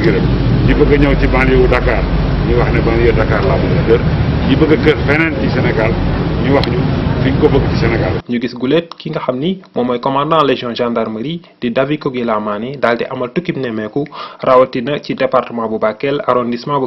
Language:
Wolof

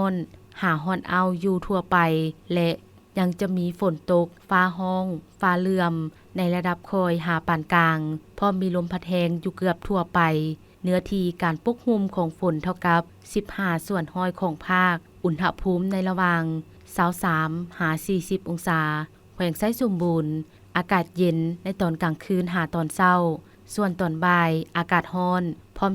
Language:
Lao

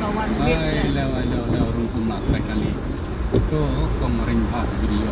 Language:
Khasi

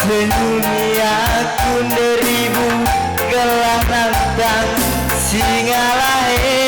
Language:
Batak Karo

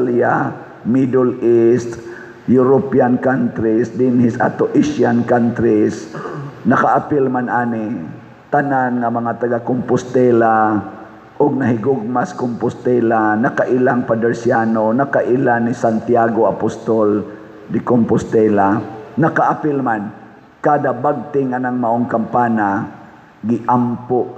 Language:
Cebuano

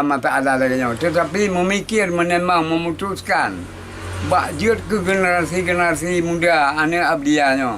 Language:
Achinese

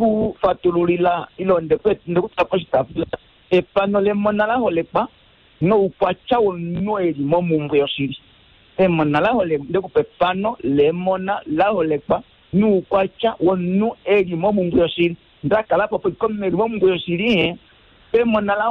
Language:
Kuanyama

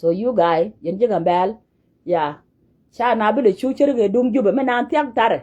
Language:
Nuer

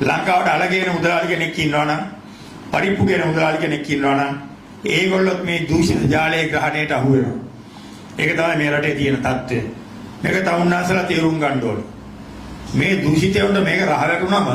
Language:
Sinhala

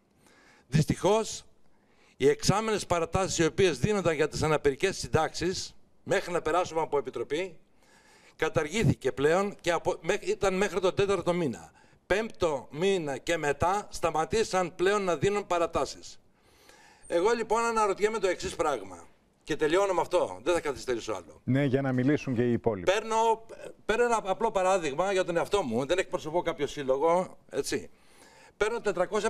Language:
Greek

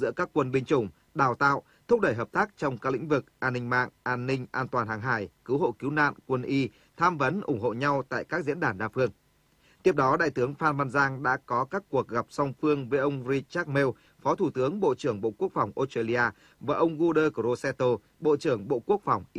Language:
Vietnamese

